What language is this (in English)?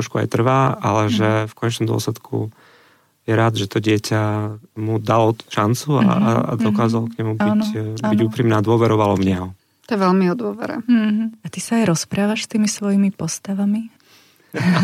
Slovak